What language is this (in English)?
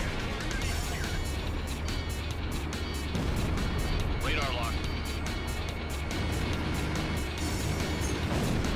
English